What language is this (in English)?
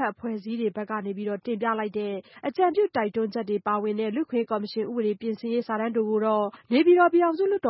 Burmese